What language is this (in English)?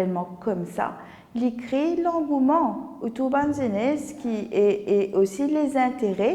Morisyen